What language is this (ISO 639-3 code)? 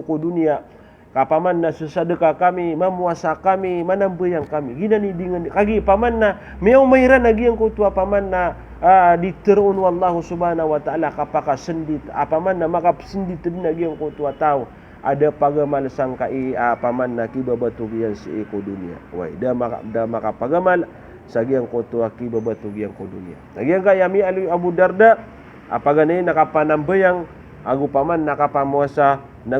mrw